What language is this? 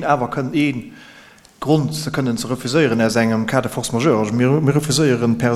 Luxembourgish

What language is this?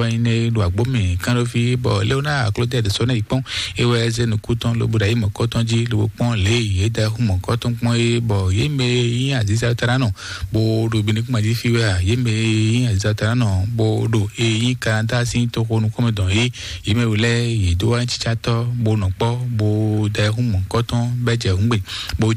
Fon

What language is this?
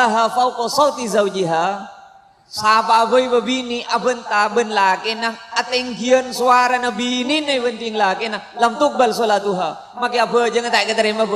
Madurese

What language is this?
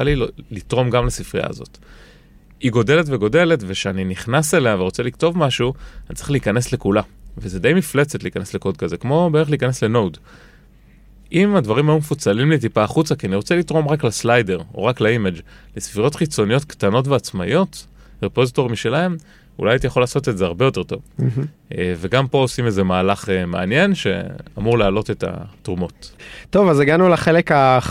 Hebrew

